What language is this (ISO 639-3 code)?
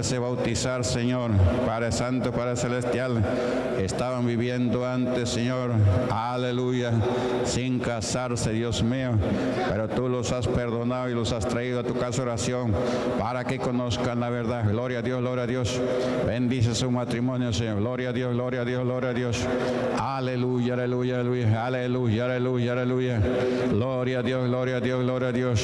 spa